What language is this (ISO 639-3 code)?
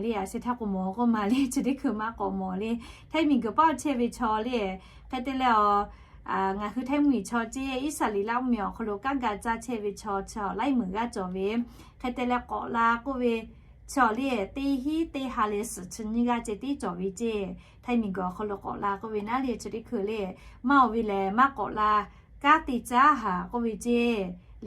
lhu